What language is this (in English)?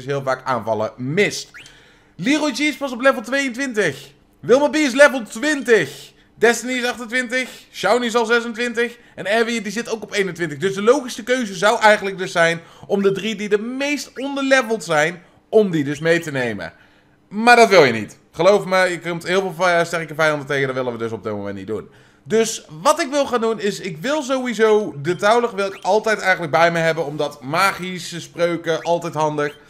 Dutch